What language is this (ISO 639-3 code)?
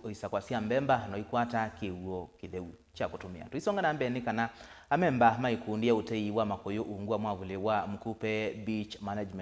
kam